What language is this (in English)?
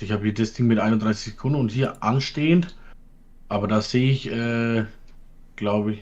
Bavarian